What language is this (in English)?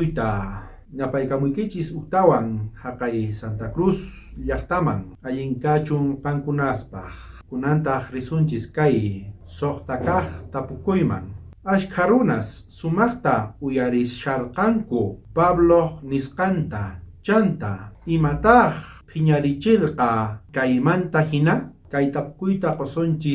South Bolivian Quechua